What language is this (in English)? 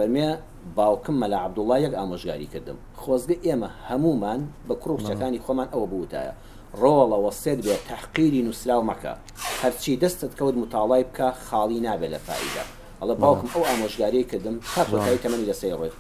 Central Kurdish